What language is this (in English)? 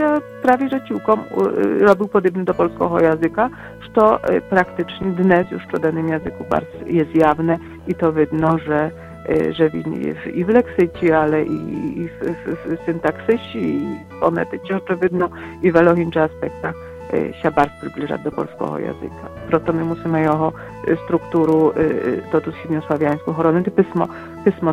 Polish